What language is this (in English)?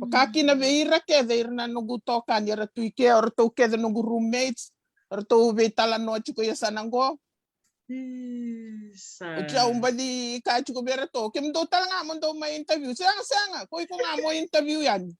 Fijian